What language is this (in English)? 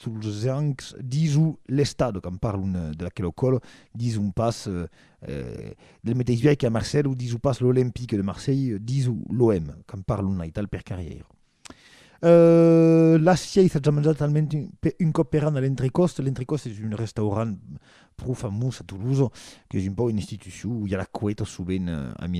Occitan